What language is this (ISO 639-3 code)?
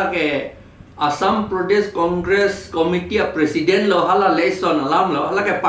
mjw